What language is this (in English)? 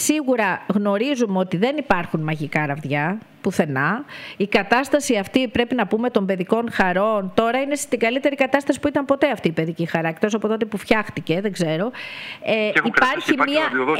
Greek